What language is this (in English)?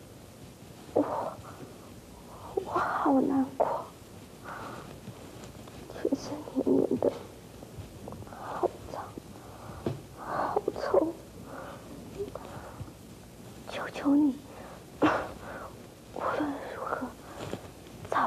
Chinese